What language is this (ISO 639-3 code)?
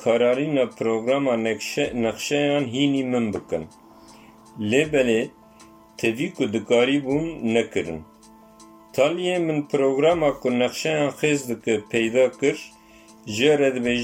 kur